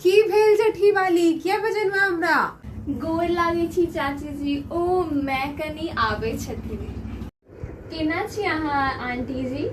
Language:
Maithili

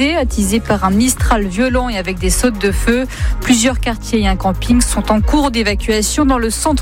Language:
French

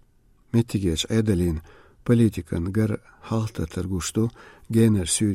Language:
Chechen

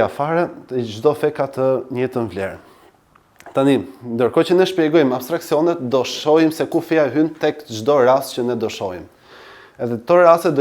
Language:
Albanian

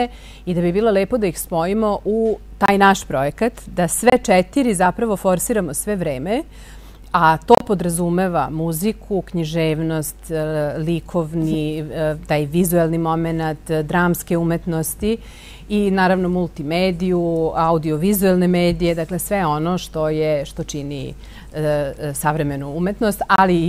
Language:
Serbian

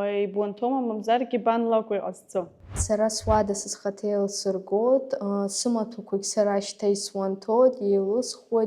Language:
Abkhazian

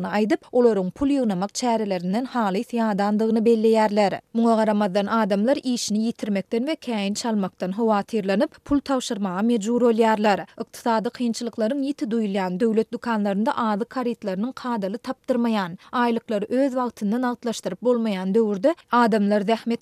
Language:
Turkmen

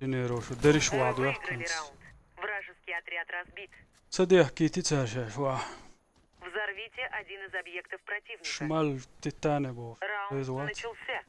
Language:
Chechen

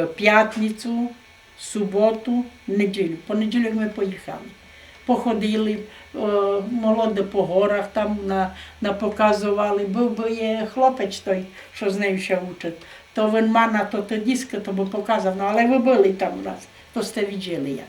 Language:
Rusyn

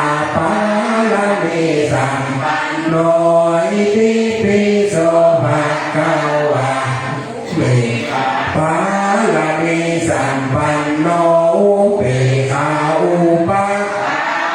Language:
Pali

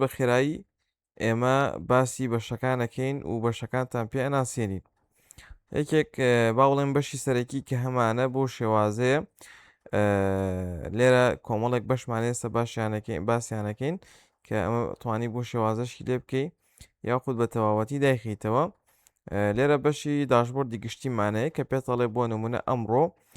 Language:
Central Kurdish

